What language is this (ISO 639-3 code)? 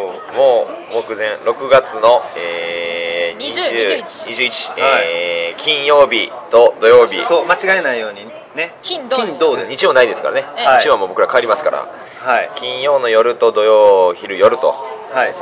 jpn